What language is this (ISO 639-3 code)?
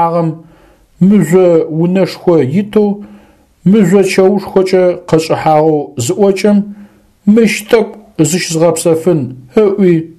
ady